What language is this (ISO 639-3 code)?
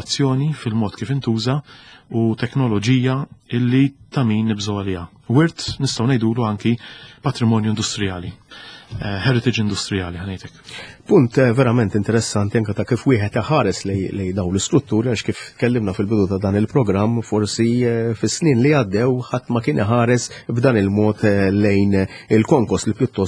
mlt